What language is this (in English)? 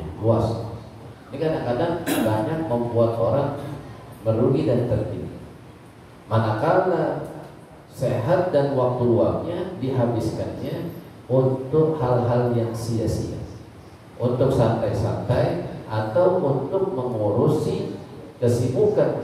Indonesian